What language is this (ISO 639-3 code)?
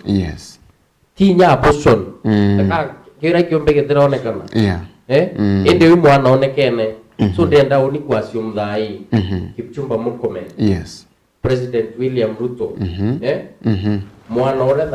mer